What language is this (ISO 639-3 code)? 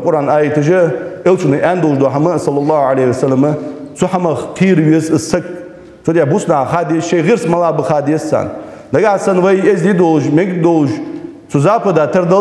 inh